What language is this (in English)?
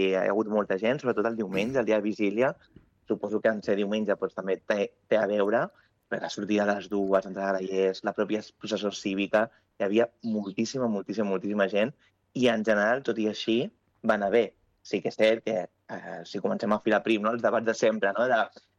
Catalan